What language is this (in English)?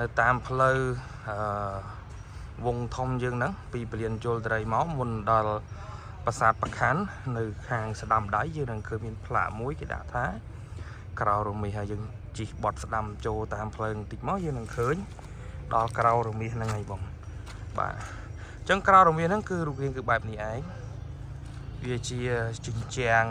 Khmer